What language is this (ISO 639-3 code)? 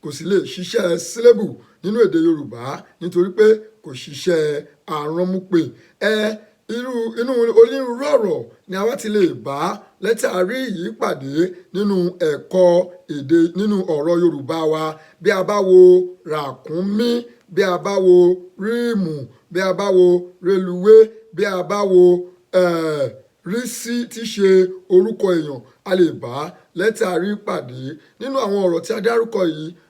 yor